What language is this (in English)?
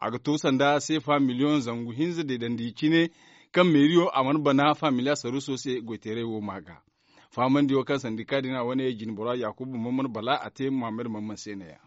Zarma